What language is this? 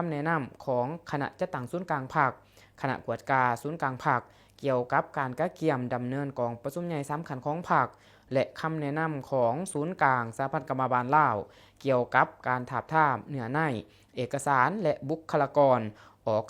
Lao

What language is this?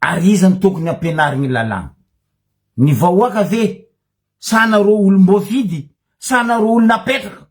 Malagasy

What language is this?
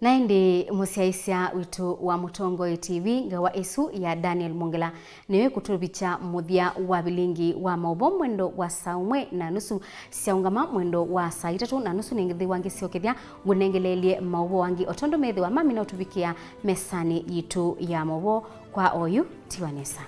Kamba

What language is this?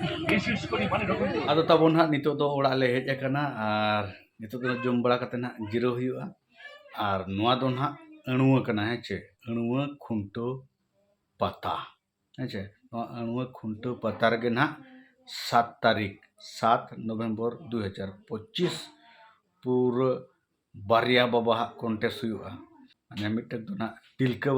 Santali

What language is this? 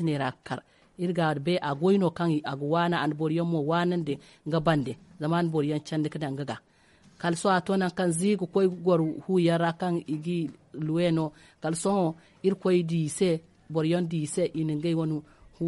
Zarma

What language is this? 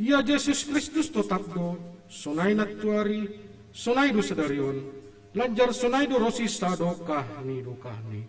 Batak Simalungun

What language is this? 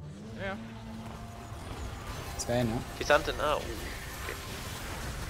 German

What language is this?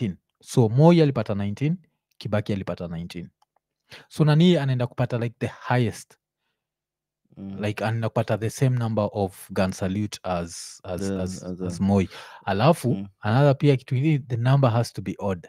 Swahili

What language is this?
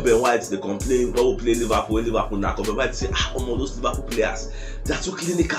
Nigerian Pidgin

